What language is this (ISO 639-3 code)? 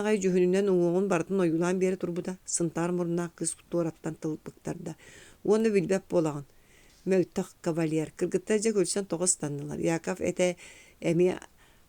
sah